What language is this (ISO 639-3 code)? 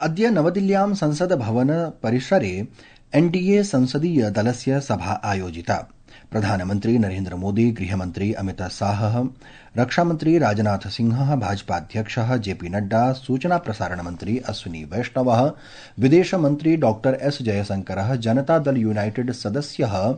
san